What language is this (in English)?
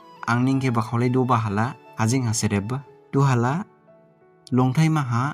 Dimasa